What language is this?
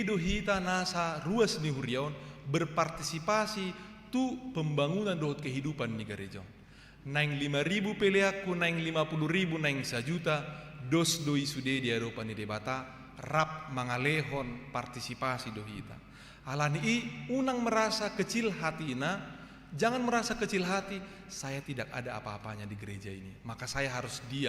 Batak Toba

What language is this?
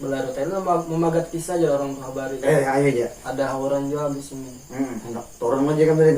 Banjar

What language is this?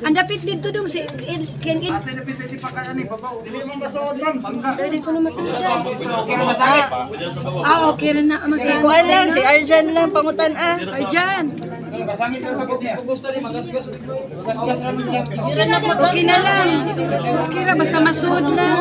Cebuano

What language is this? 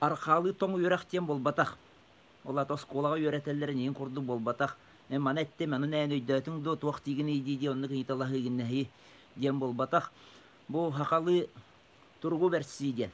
Yakut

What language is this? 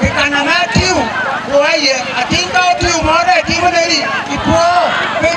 Acoli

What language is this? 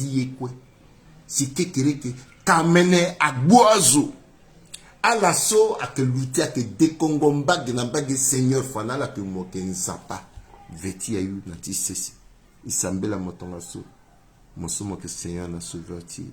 Sango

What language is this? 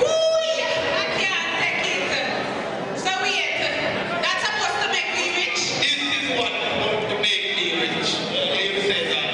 Jamaican Creole English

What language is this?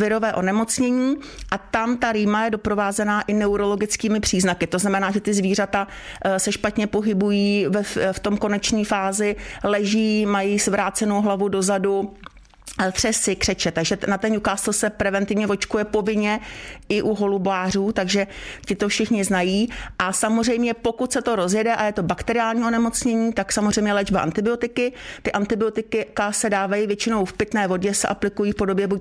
Czech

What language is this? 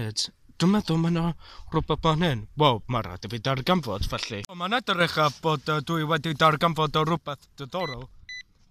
Welsh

